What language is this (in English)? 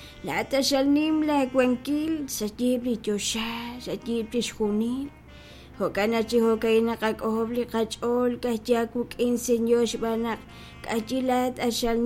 Kekchí